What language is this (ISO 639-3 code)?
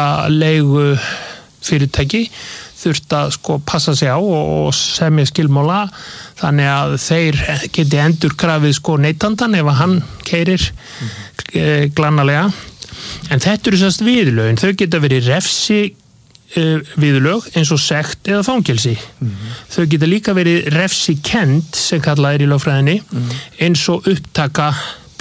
isl